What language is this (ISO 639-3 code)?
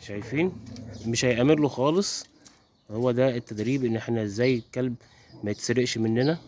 arz